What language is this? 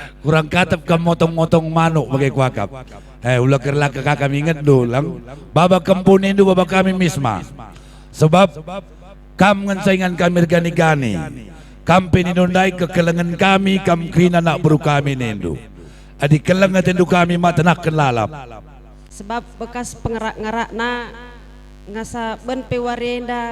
Batak Karo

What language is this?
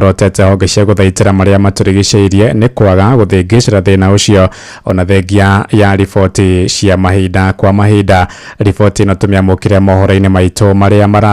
Kikuyu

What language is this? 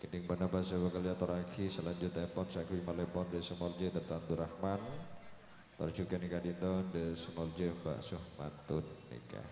Madurese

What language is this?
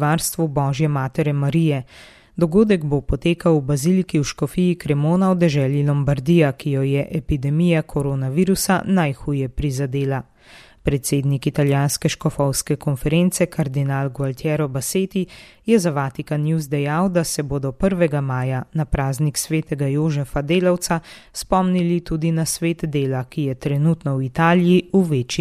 Slovenian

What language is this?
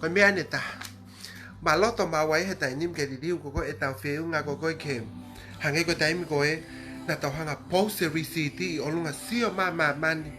Tongan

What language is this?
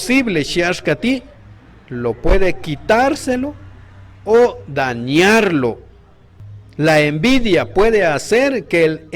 Q'anjob'al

